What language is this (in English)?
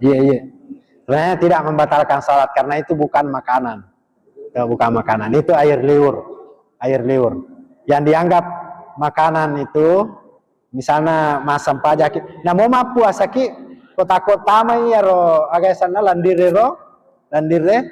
Buginese